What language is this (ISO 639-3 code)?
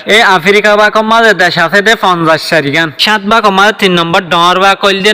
rhg